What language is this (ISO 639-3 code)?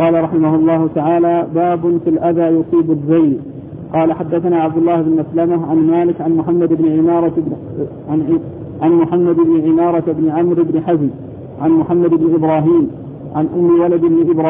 ara